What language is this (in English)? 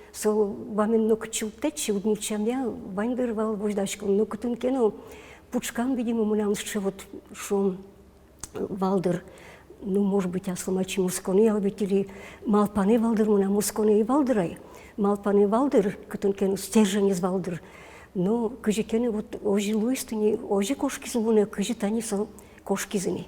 Udmurt